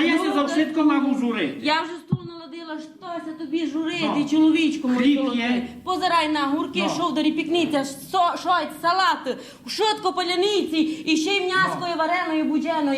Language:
Rusyn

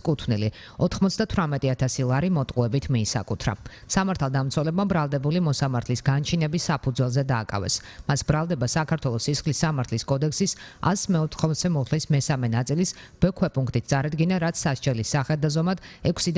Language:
Georgian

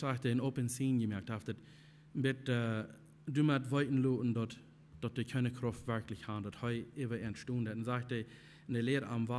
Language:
Plautdietsch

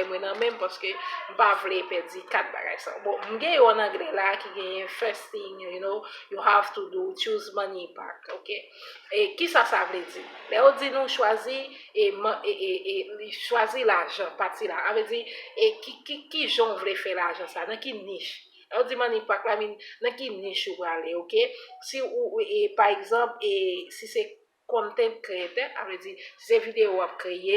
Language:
Haitian Creole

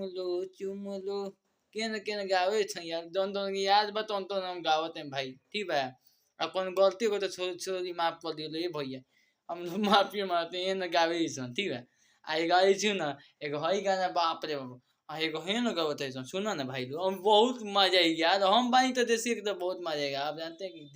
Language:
Bhojpuri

